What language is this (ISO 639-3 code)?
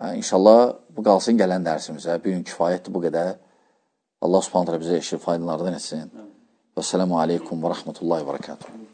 aze